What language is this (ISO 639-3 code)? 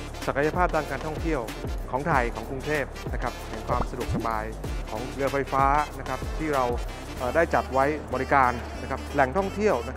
tha